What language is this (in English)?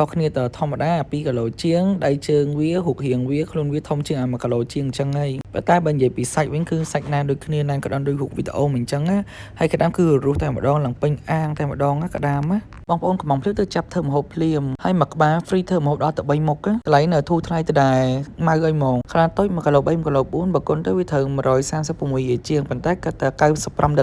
Khmer